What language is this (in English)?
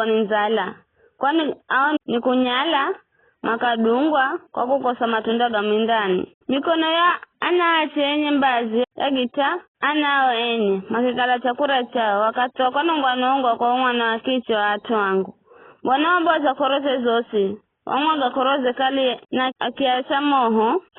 Giryama